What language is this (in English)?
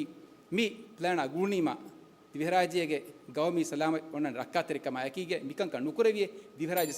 Divehi